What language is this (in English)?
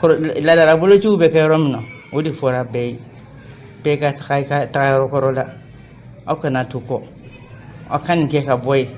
Bambara